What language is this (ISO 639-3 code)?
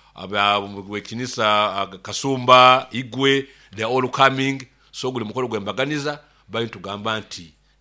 nyo